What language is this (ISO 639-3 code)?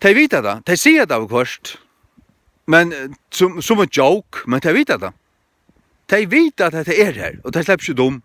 fao